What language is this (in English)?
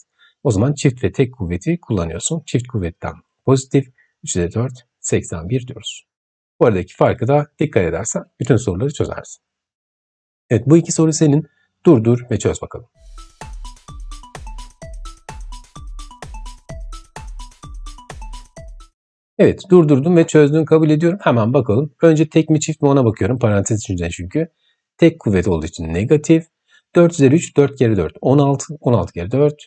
Turkish